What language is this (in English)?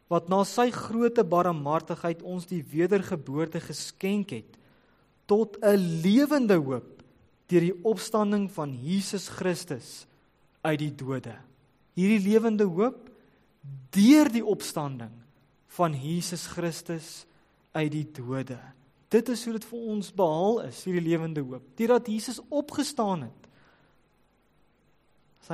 Afrikaans